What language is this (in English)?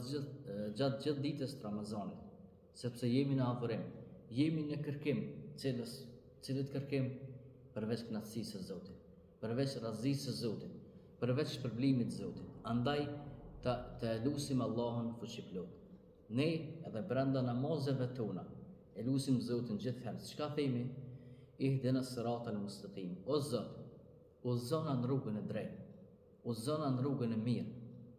Albanian